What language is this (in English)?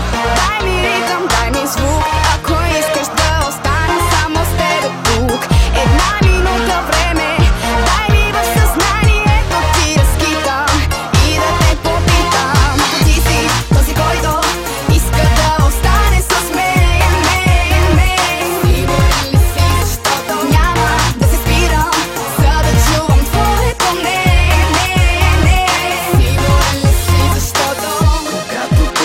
Bulgarian